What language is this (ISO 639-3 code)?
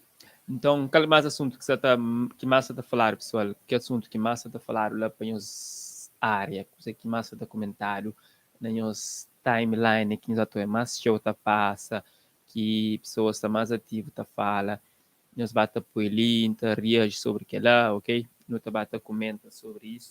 kea